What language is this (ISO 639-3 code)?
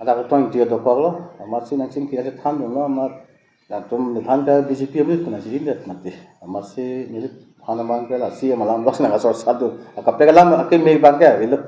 mjw